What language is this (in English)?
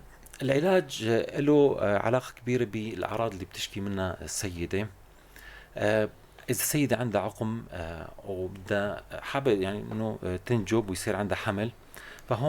North Levantine Arabic